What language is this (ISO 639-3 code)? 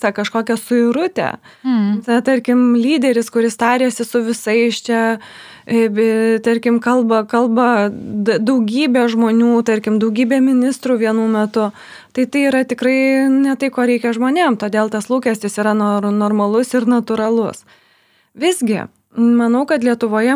lit